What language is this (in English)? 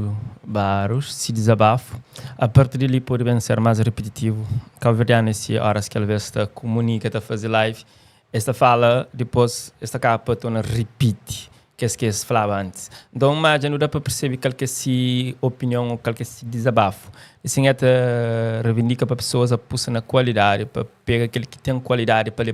Kabuverdianu